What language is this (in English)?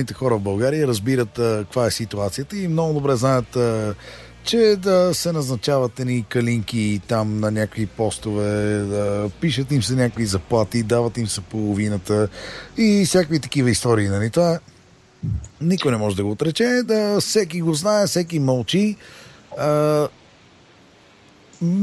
Bulgarian